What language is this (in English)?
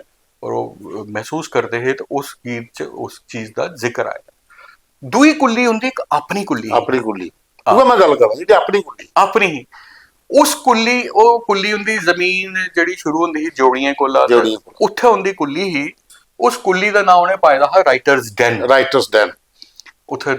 Dogri